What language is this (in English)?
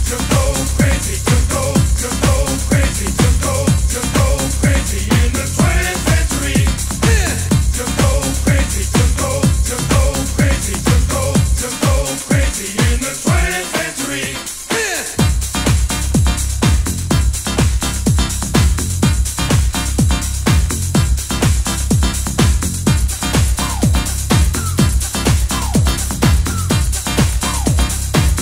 English